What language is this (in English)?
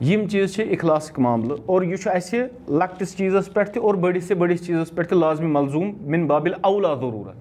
Kashmiri